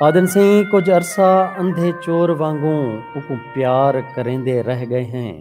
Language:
Saraiki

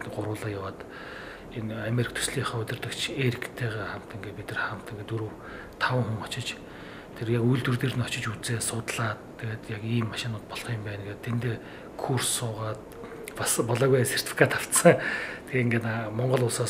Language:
Mongolian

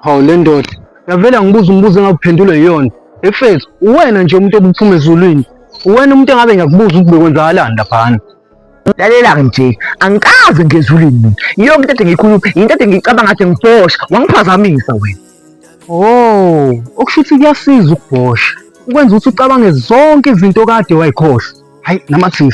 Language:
Zulu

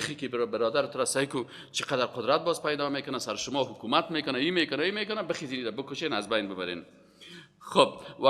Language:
Persian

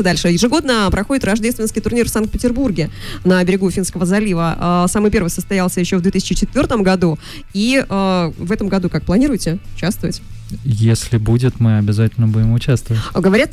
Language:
Russian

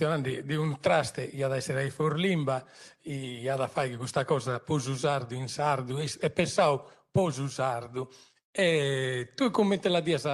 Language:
Sardinian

